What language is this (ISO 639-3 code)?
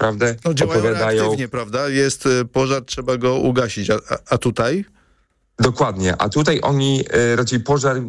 pol